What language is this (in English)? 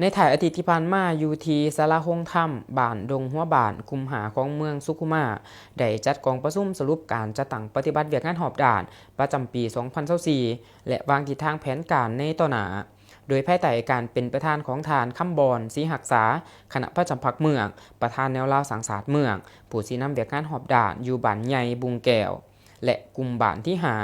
Lao